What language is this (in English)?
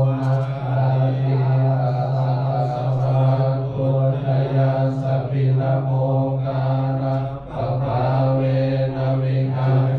Pali